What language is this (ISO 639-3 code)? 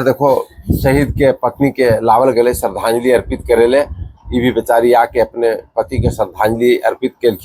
mag